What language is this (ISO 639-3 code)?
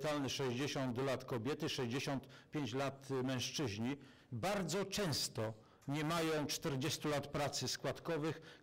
pol